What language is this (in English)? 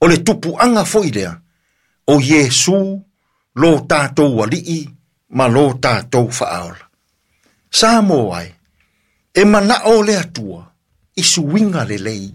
Samoan